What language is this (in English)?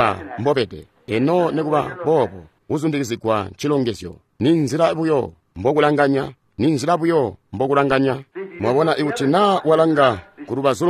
Tonga (Zambia)